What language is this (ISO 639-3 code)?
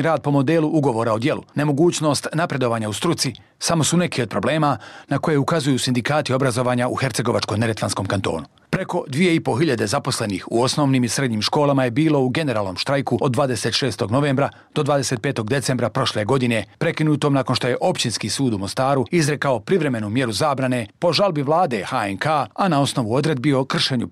bos